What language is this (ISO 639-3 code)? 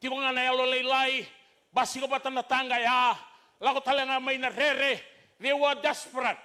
fij